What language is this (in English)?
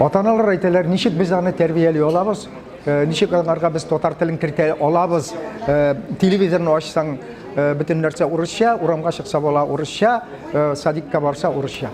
Tatar